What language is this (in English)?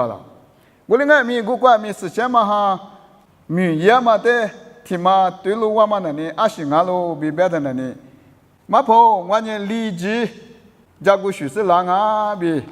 Lisu